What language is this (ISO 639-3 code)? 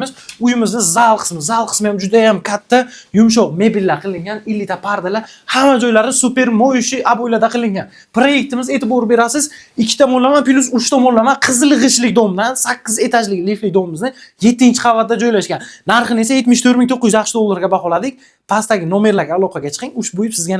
uzb